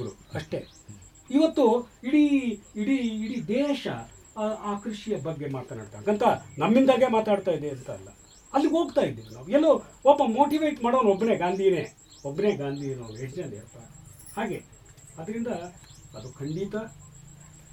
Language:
Kannada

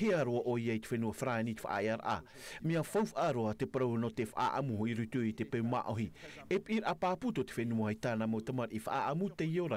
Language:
Tahitian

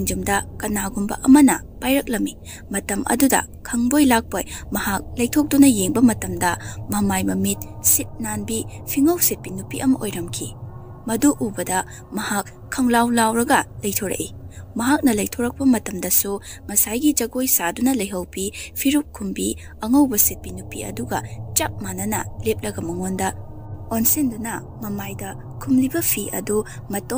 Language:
Manipuri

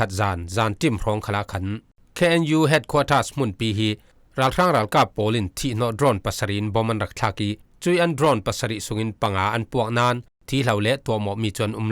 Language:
Falam Chin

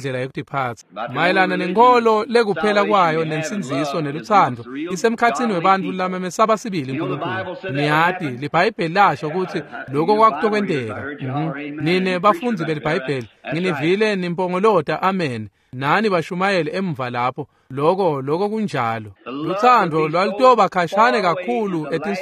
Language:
Swati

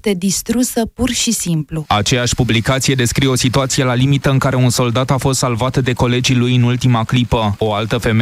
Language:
Romanian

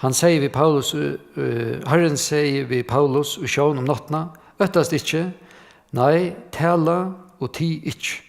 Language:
Faroese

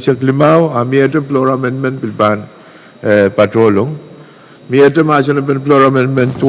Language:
Pohnpeian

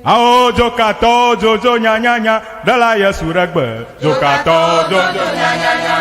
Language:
Ewe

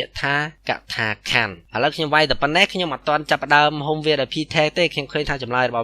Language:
Khmer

